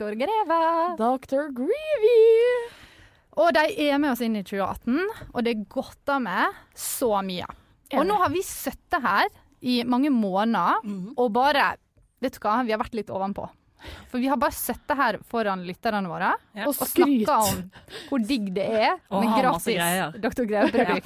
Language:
Norwegian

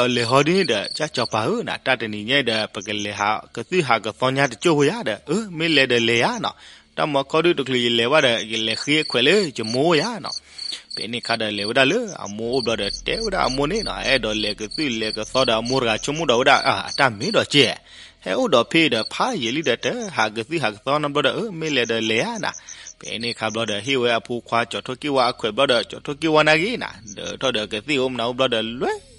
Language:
S'gaw Karen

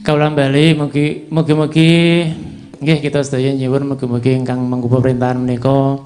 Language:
Javanese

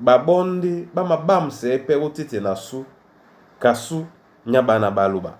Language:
Duala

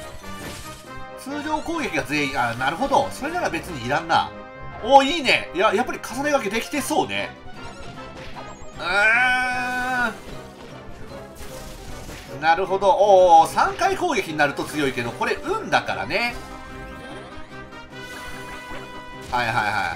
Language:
Japanese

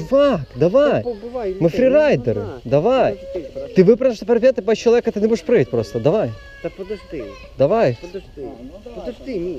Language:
Ukrainian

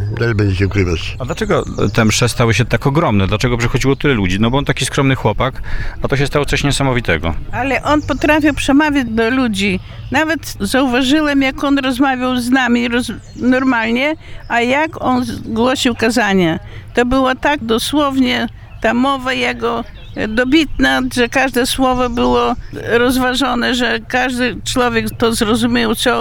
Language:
Polish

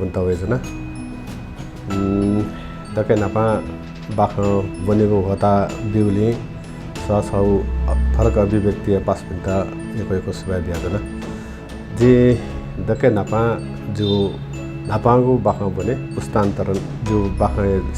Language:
Newari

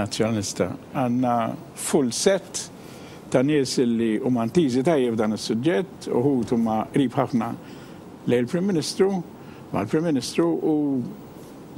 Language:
Maltese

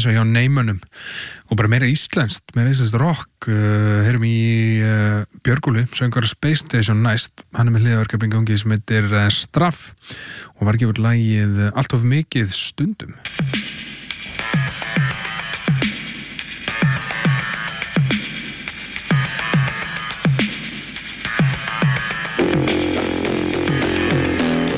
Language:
Icelandic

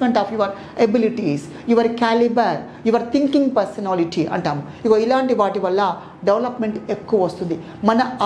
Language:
Telugu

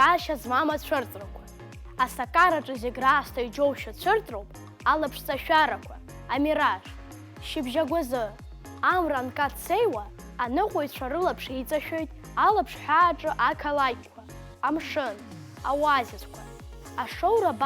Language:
Abkhazian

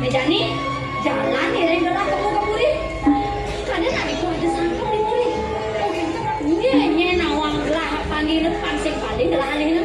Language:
Balinese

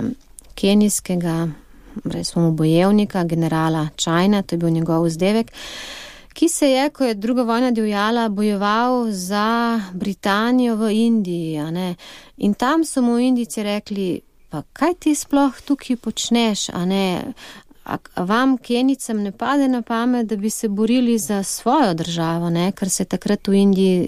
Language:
Slovenian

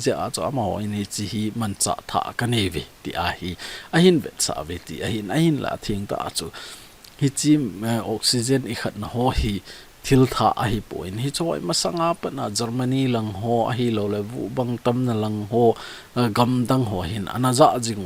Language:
Thado Chin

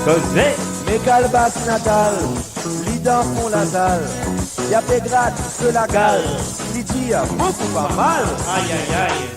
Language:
Morisyen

